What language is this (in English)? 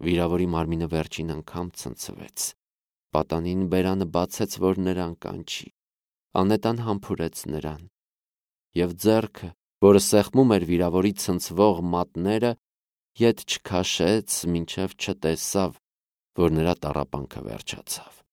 Armenian